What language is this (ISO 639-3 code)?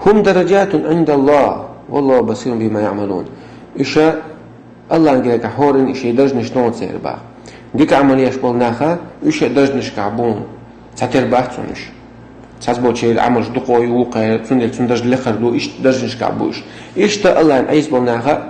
che